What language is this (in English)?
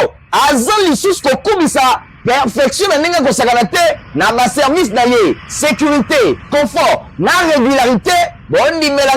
Lingala